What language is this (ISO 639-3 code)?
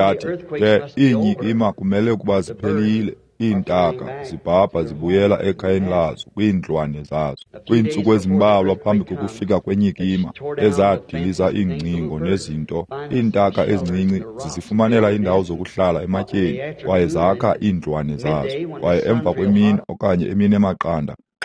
xho